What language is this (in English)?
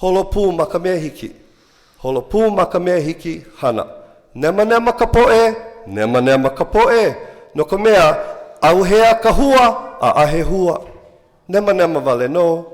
Hawaiian